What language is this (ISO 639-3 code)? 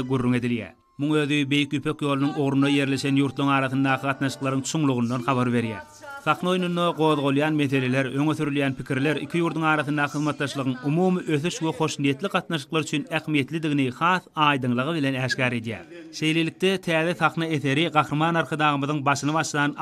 tuk